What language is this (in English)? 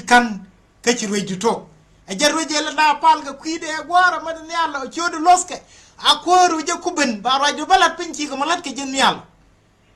Nuer